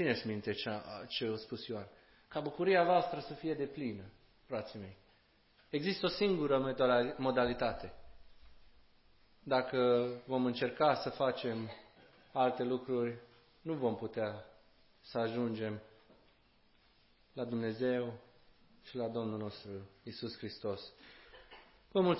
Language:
Romanian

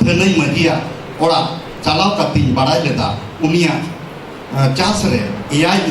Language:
Santali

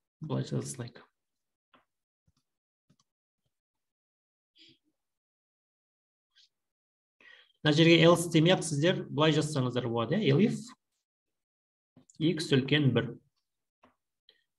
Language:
Kazakh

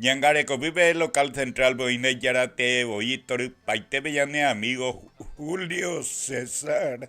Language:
Guarani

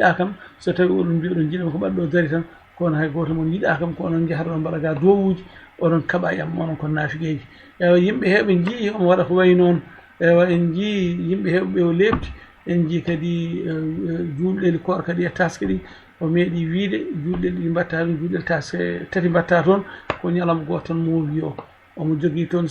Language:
Fula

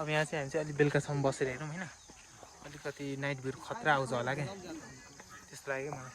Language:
Nepali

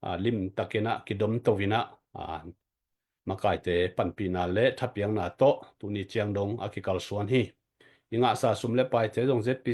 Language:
Tedim Chin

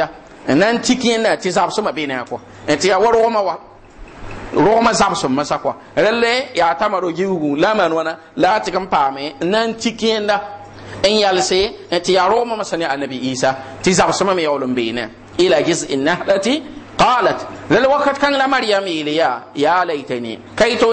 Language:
Mossi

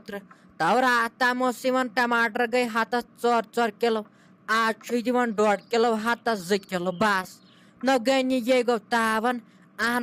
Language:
Kashmiri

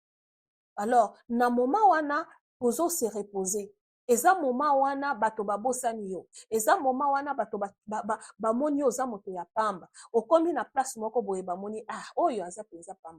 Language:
Lingala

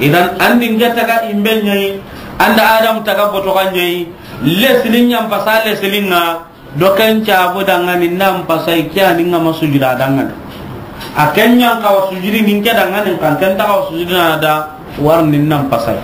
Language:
Soninke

